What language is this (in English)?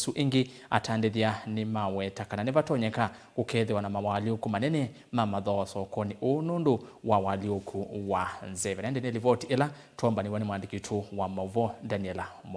Kamba